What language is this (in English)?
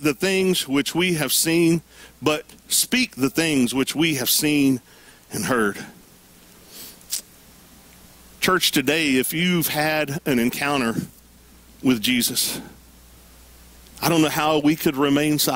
English